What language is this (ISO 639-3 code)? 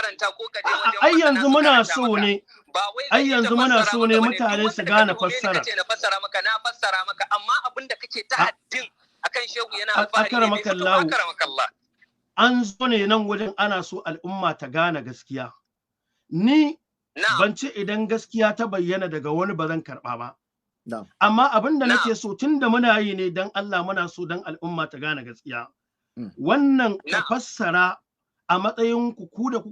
hau